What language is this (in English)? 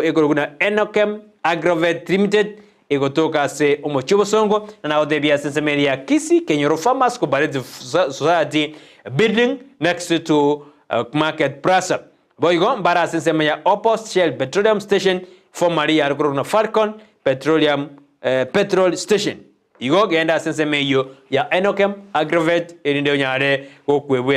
Gusii